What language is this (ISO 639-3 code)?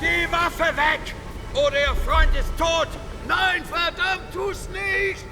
bar